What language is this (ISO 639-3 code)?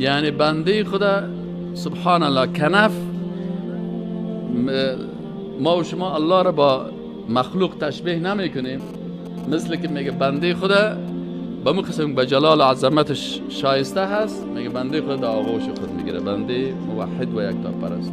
fas